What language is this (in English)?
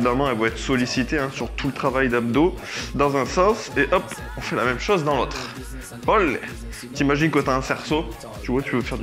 French